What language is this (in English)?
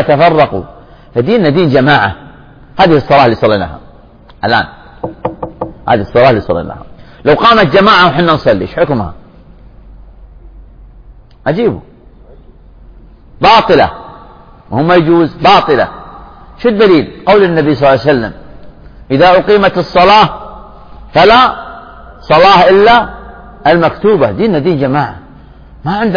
Arabic